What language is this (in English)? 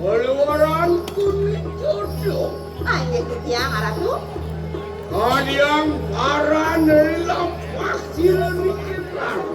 Balinese